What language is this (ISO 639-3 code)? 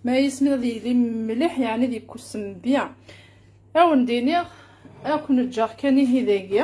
kab